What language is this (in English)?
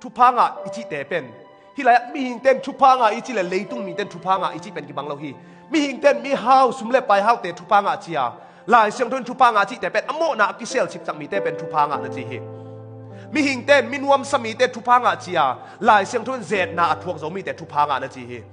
Tedim Chin